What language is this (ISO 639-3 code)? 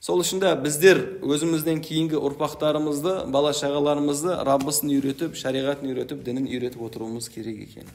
kaz